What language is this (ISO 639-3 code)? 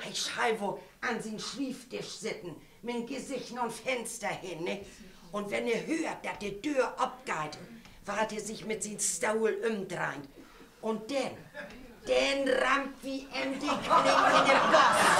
nds